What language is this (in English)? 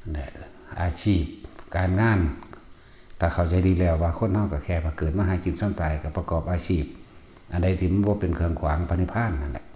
Northeastern Thai